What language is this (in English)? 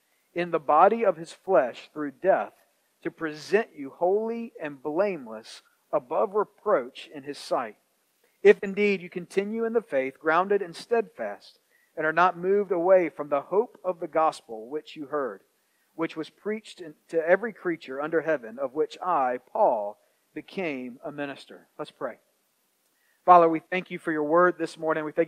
English